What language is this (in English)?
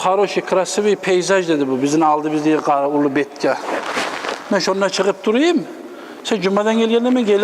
Kumyk